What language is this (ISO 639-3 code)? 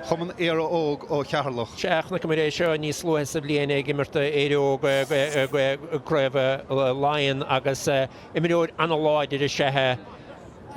gle